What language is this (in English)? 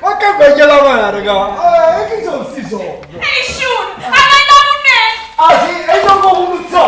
Neapolitan